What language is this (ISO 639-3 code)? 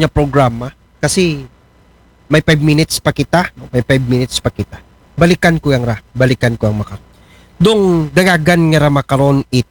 akl